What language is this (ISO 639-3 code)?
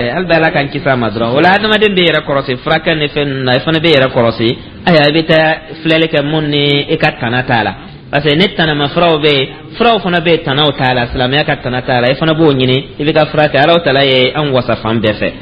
dyu